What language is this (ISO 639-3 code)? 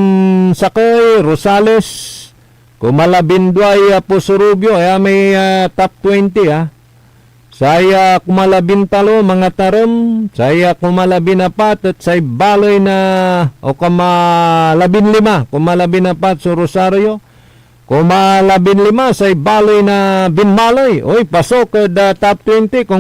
pag